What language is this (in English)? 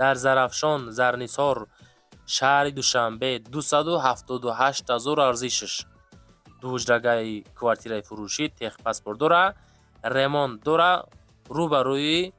Tajik